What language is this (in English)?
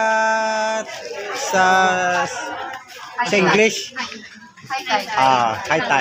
Filipino